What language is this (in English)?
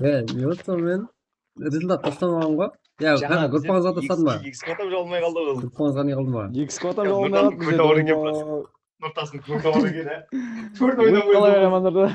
Kara-Kalpak